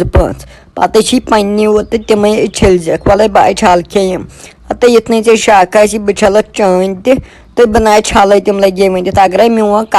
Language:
Kashmiri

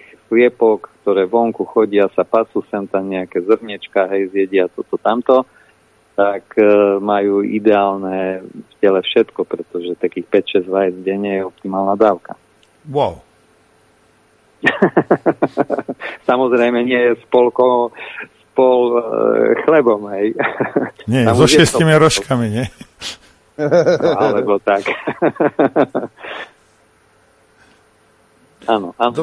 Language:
Slovak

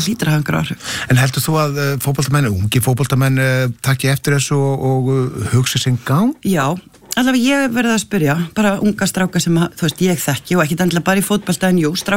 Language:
Icelandic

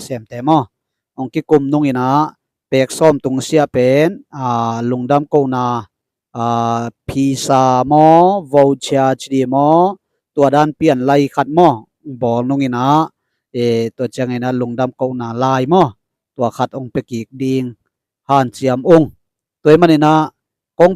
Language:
Tedim Chin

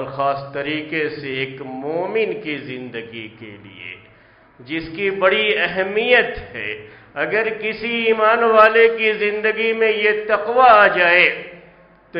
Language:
Urdu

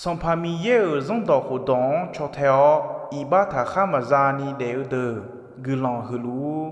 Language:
Akha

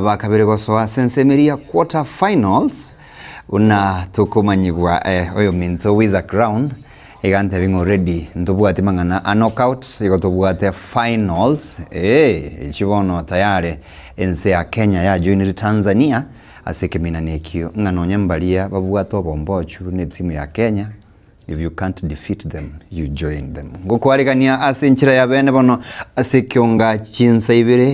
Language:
Gusii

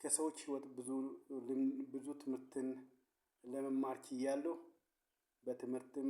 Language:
Amharic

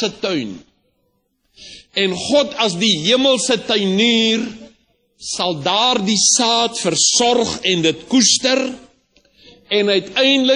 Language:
Afrikaans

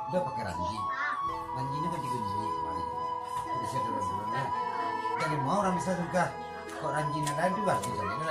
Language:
Minangkabau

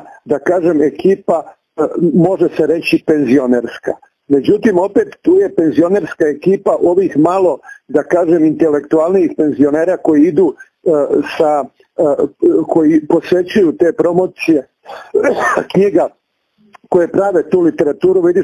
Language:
Serbian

